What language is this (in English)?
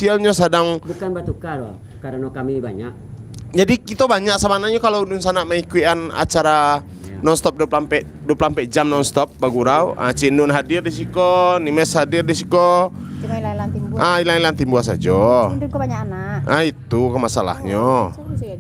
Minangkabau